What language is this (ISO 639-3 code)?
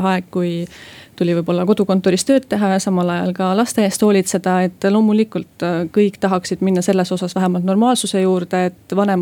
est